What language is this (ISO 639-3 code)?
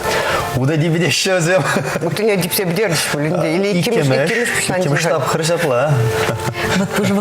chv